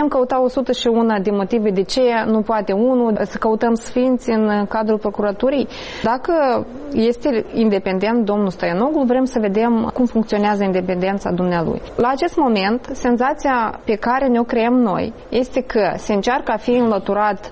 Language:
Romanian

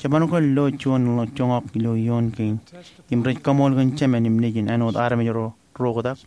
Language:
Marshallese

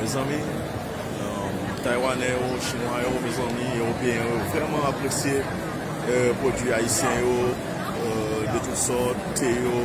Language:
Haitian Creole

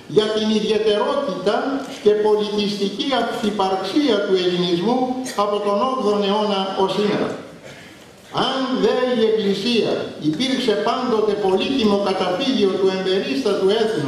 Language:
Greek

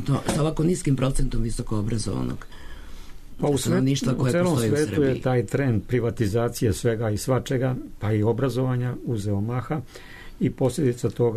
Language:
Serbian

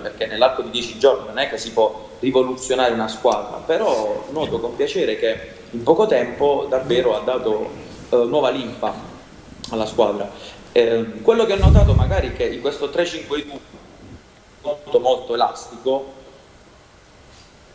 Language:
Italian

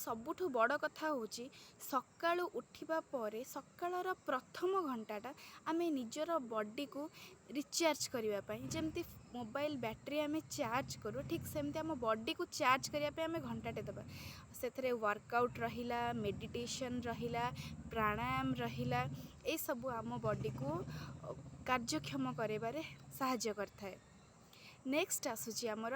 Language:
Odia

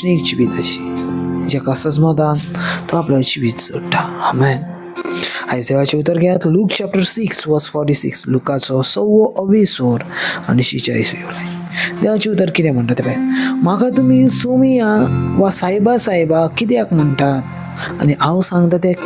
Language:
Konkani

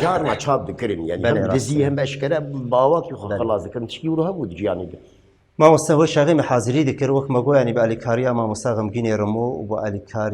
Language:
Kurdish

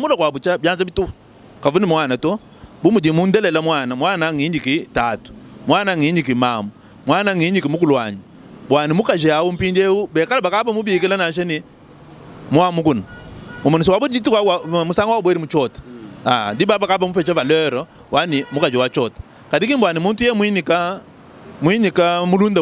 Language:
Luba-Lulua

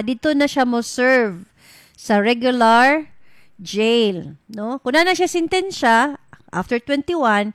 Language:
Cebuano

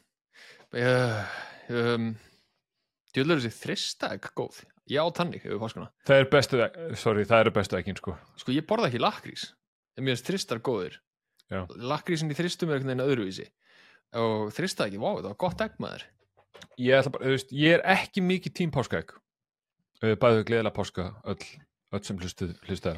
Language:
Icelandic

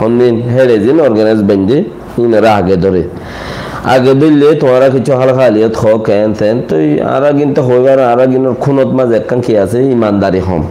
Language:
Rohingya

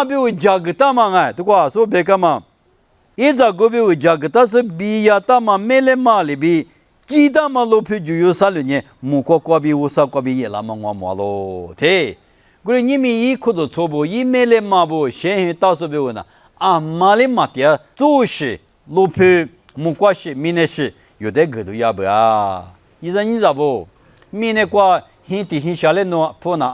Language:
Lisu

